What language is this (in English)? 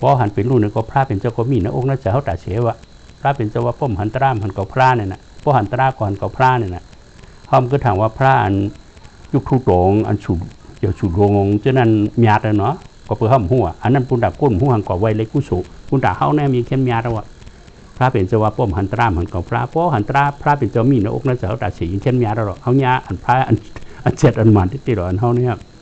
Shan